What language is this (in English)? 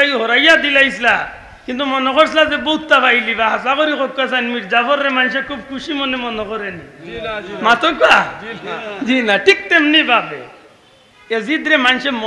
Sylheti